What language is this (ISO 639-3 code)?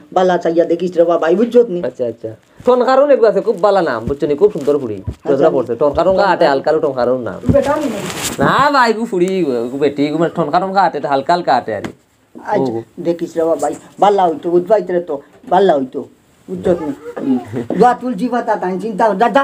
syl